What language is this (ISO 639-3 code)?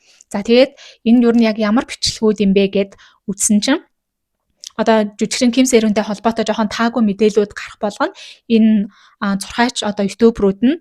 mon